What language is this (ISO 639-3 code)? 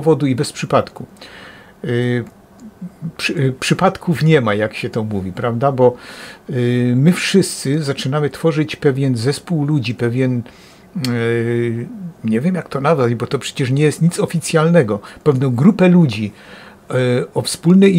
pol